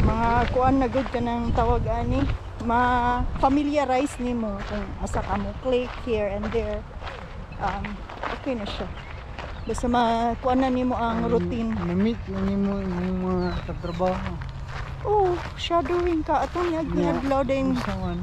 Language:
Cebuano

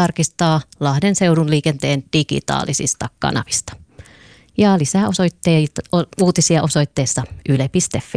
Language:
Finnish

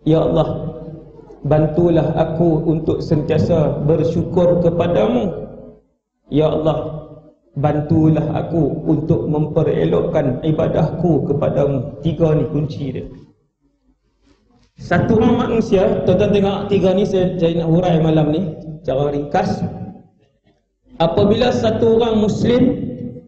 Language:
Malay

